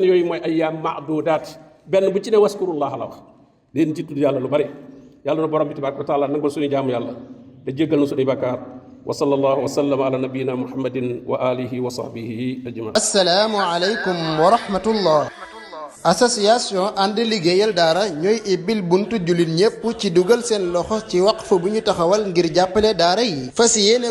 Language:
Wolof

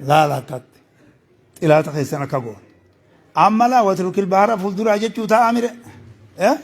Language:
Oromo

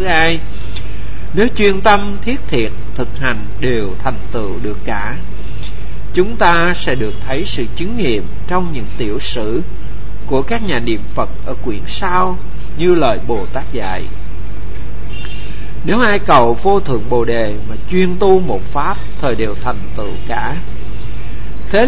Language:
Vietnamese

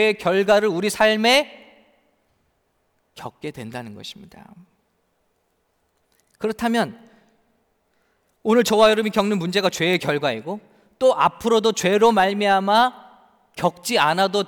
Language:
Korean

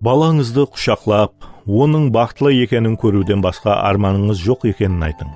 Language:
Kara-Kalpak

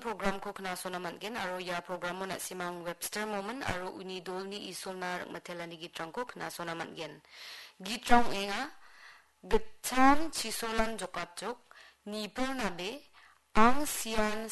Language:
Garo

